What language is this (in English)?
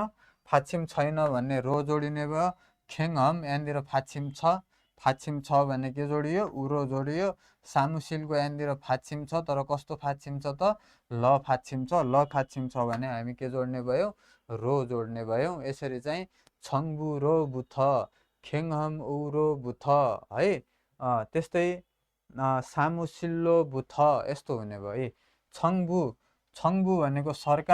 Nepali